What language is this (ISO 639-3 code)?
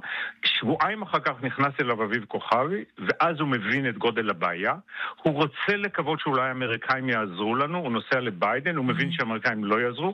heb